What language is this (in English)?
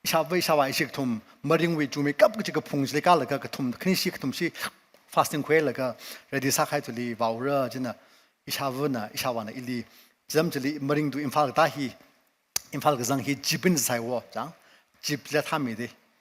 Tangkhul Naga (India)